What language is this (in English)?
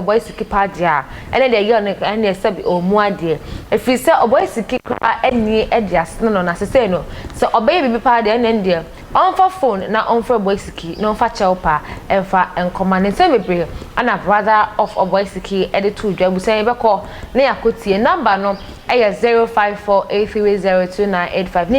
Akan